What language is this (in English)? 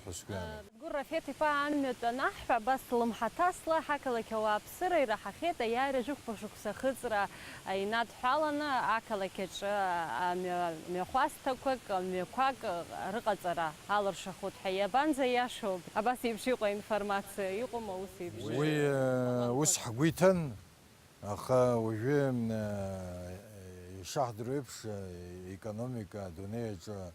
Abkhazian